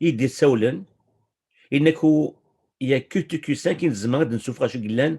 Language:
Kabyle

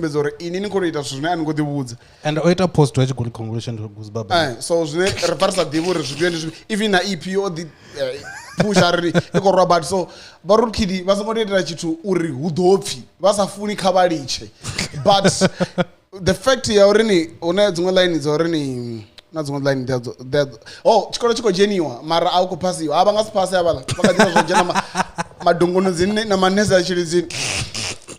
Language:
Venda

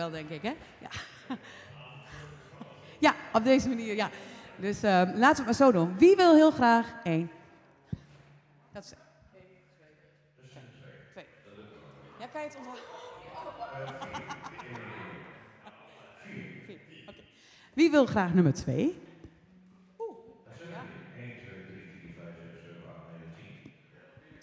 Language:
Dutch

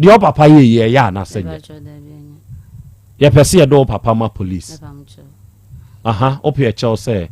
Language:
Akan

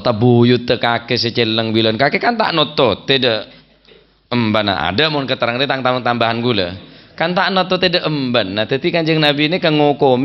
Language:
Madurese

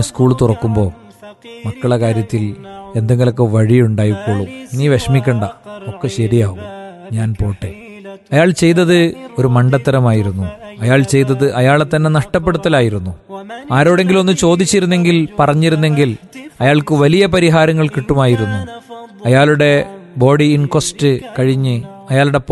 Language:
Malayalam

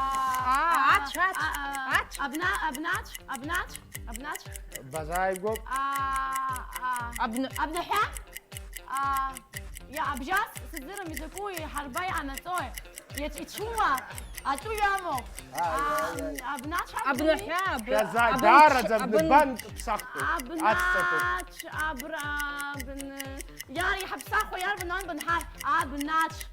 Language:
Abkhazian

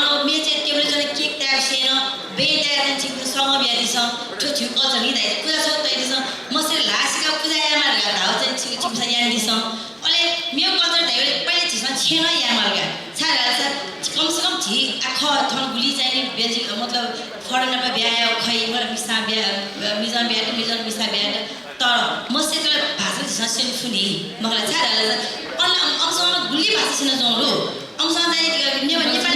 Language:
Newari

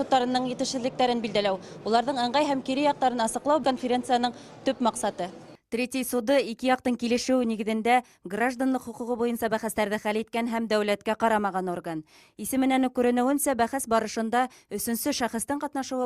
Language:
Bashkir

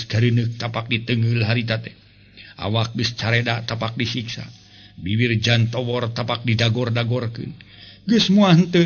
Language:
Sundanese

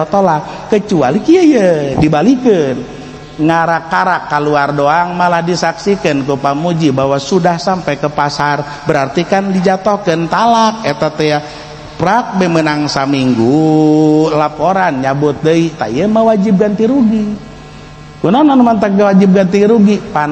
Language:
Sundanese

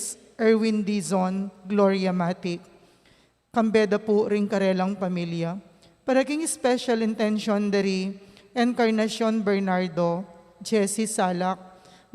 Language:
Pampanga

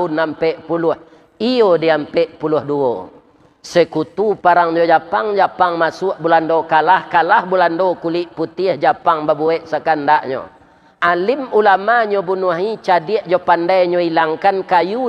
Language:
Minangkabau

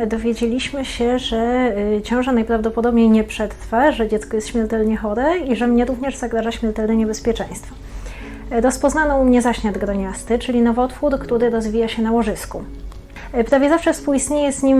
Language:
Polish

